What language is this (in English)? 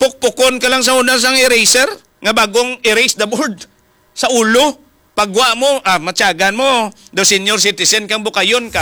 Hiligaynon